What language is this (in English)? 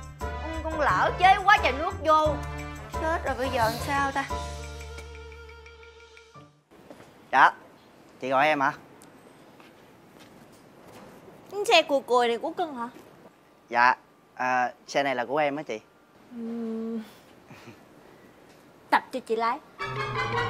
Vietnamese